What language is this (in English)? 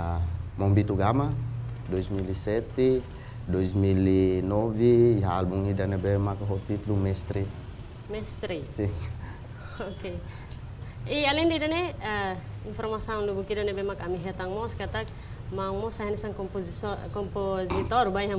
Tetum